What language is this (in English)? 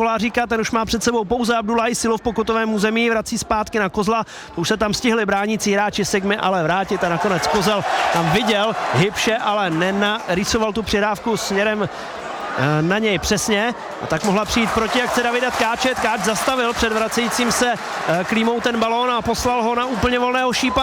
Czech